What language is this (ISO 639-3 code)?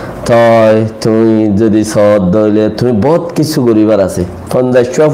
rhg